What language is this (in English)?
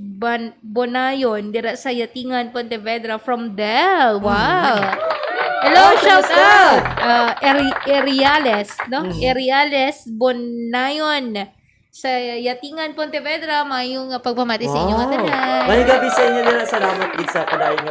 Hiligaynon